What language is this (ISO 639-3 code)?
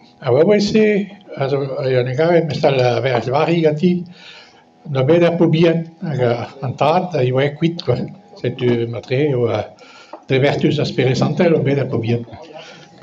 bre